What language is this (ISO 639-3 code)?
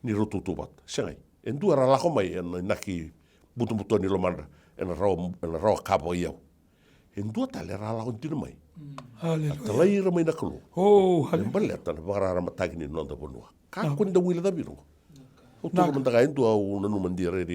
fij